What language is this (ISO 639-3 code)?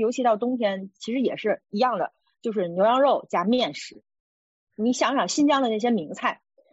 zho